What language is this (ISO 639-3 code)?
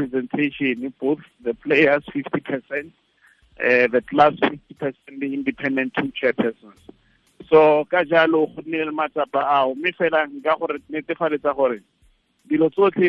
tsn